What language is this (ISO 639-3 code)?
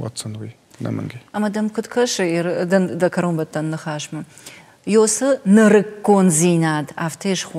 oss